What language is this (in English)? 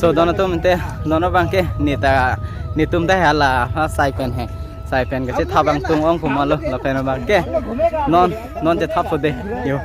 Karbi